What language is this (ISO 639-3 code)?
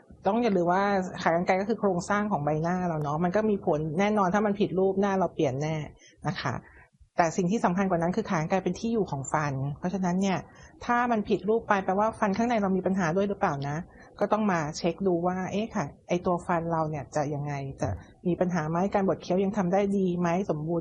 tha